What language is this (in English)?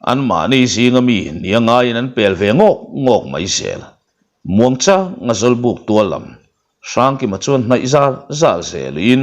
Mizo